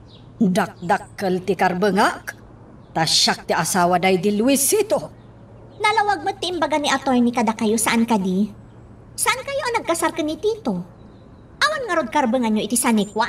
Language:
Iloko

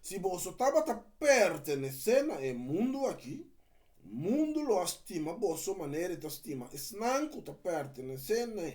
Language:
Papiamento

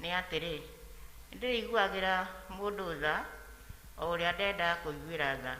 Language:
Kikuyu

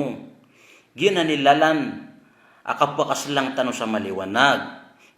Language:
Maranao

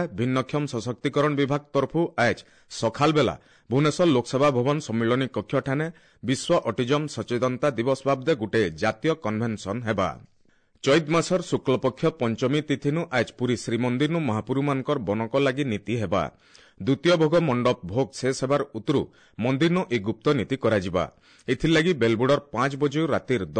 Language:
Odia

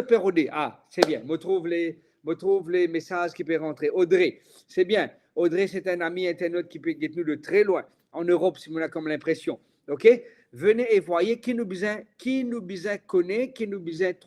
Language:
Morisyen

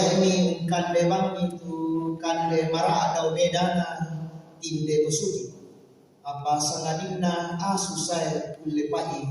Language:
Toraja-Sa'dan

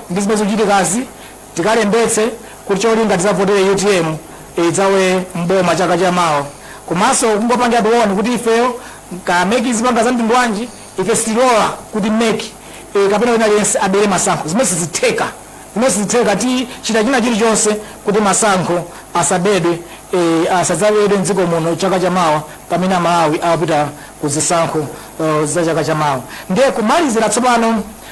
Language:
Nyanja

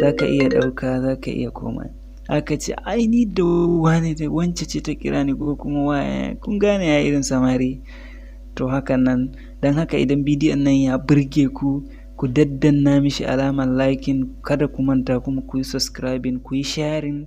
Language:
Hausa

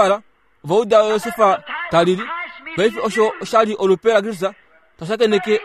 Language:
Kuanyama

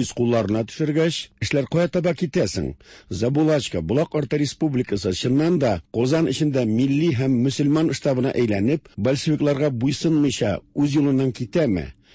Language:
Tatar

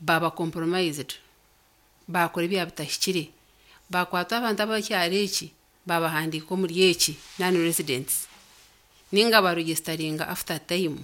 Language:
Nyankole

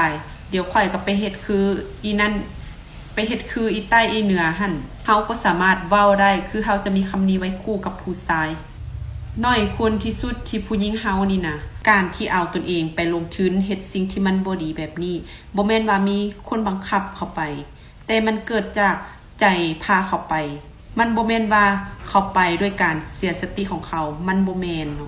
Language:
Lao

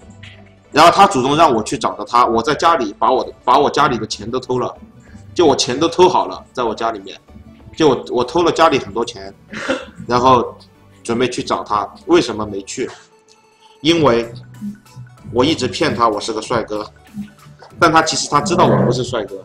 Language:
Chinese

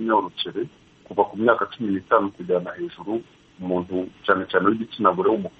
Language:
Kinyarwanda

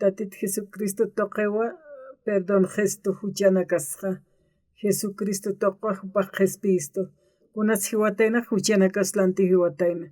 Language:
Aymara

